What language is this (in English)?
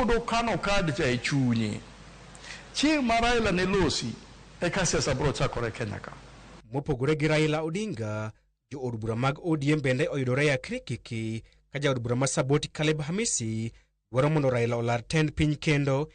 Luo (Kenya and Tanzania)